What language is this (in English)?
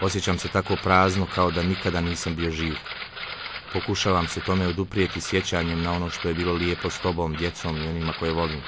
Bosnian